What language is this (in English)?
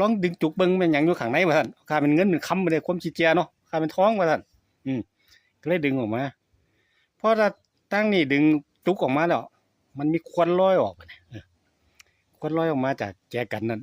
Northeastern Thai